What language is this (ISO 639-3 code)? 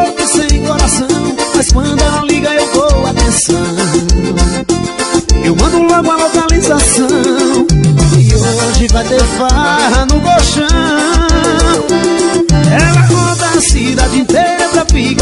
por